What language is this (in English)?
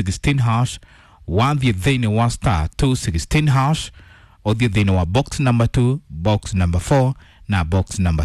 Kikuyu